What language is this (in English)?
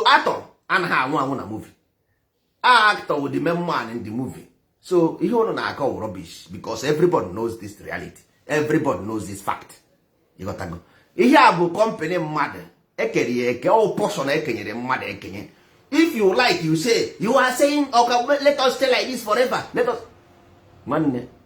Igbo